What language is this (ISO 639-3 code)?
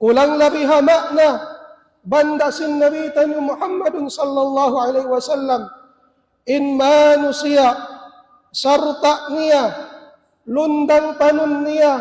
tsg